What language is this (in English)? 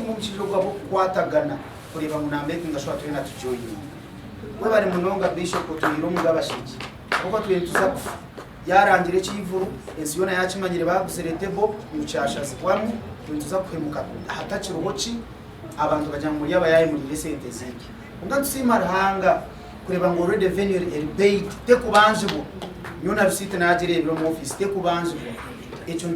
Nyankole